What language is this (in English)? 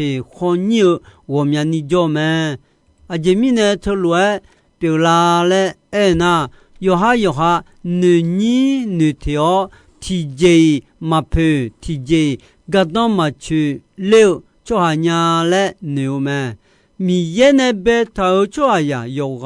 Akha